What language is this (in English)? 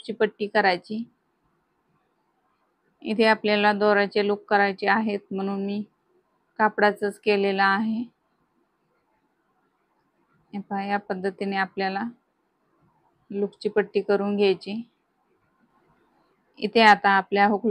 Marathi